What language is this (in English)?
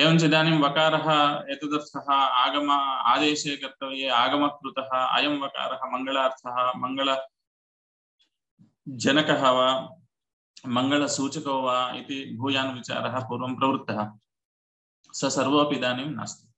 Sanskrit